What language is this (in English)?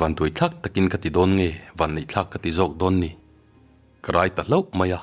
Mizo